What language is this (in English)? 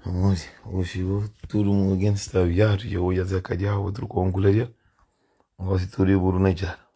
Kabuverdianu